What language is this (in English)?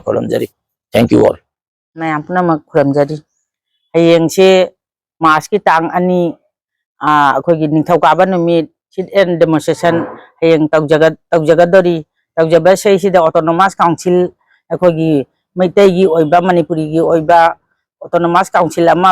Manipuri